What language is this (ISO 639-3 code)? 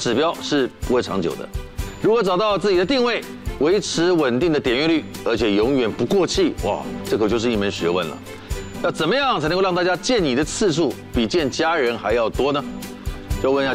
zho